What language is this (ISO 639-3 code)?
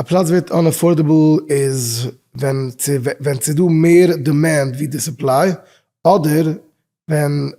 yid